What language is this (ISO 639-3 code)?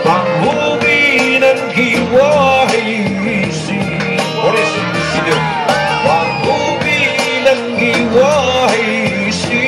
nmf